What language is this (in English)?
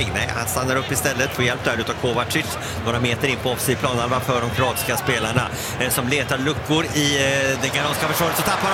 Swedish